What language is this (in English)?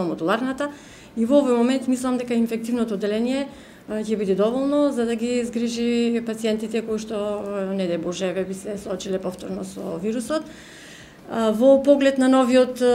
Macedonian